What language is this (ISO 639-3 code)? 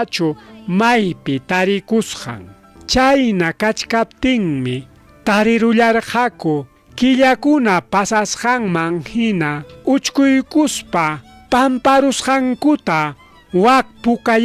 quy